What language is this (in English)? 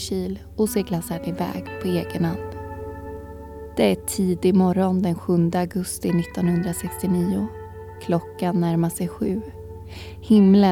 Swedish